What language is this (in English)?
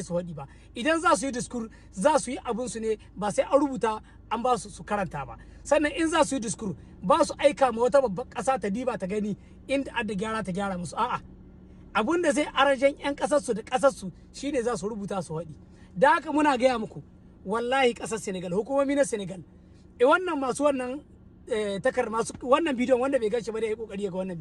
Hausa